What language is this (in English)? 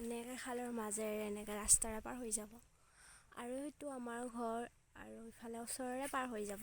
Assamese